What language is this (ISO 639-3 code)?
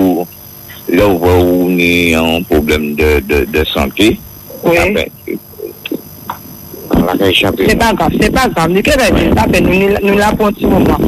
fra